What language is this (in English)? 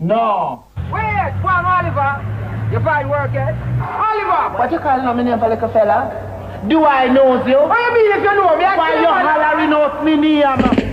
Jamaican Creole English